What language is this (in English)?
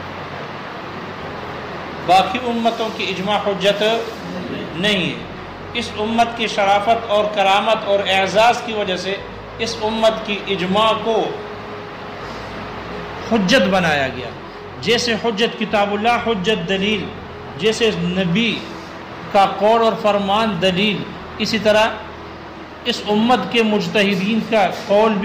Urdu